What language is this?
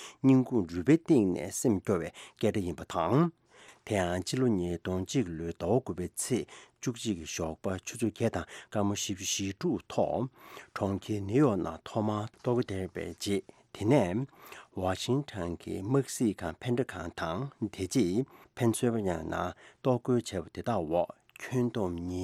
Tibetan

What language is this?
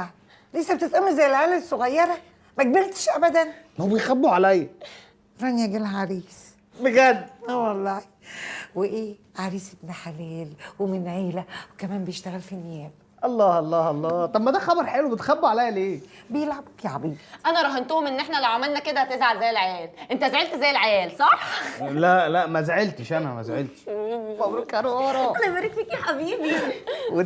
Egyptian Arabic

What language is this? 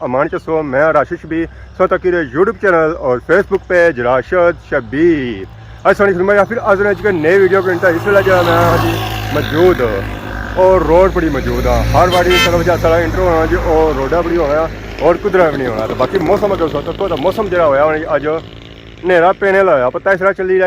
Pahari-Potwari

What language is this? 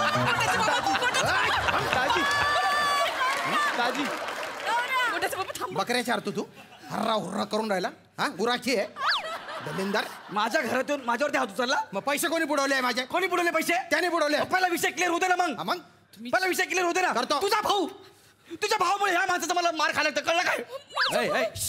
Marathi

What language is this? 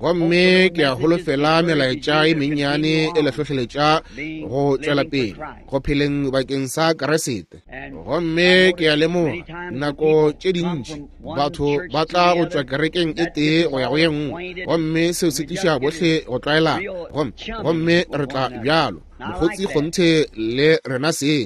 Northern Sotho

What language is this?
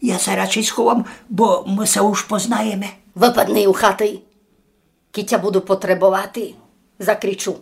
Rusyn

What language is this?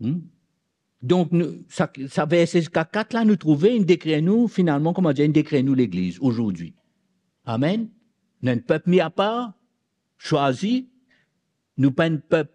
Morisyen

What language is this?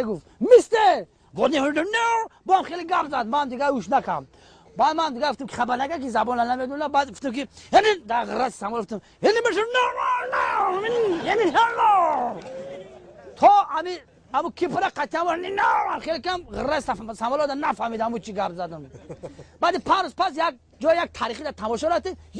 Tajik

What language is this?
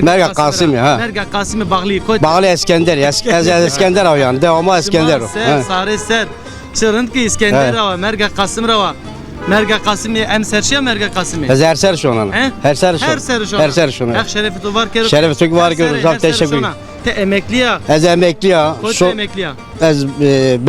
Zaza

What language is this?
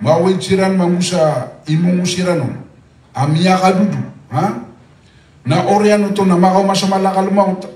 Maranao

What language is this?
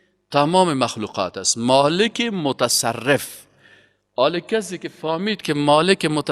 Persian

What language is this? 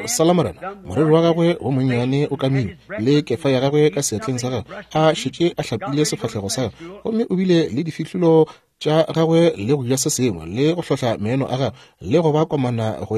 Northern Sotho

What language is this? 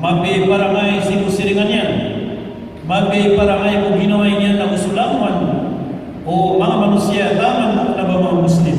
Maranao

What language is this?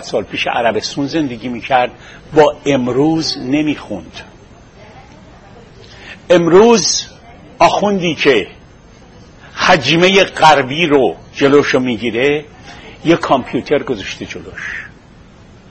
Persian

